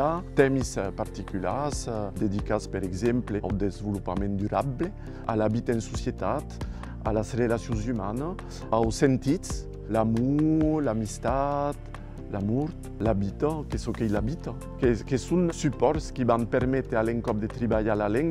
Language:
Occitan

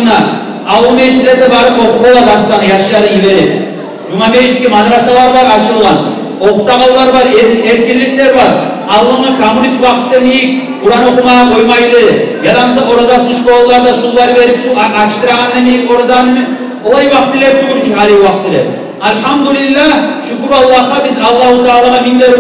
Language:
Kumyk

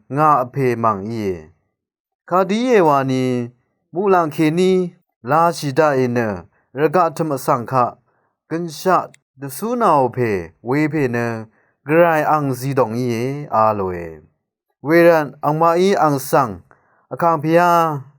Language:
Rawang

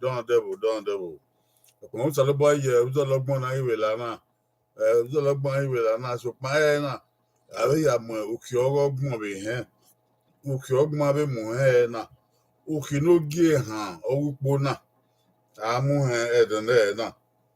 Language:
Bini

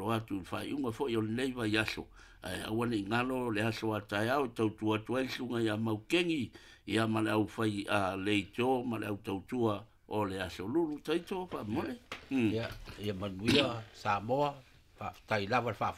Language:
Samoan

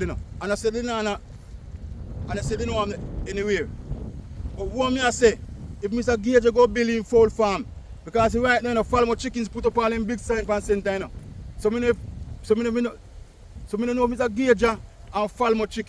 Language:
Jamaican Creole English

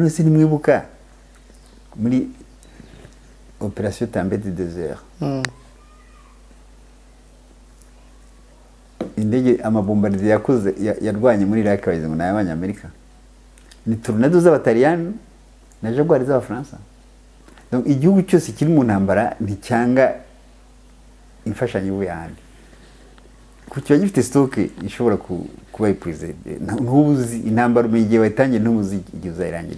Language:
Kinyarwanda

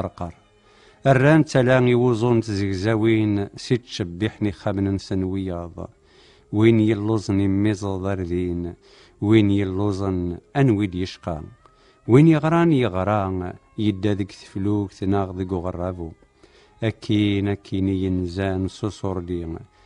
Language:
Kabyle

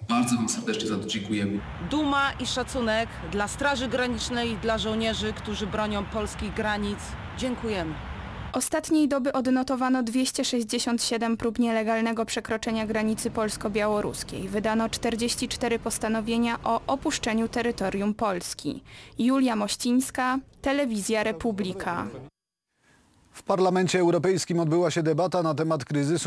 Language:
Polish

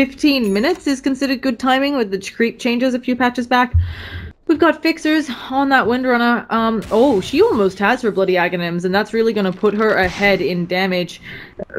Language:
English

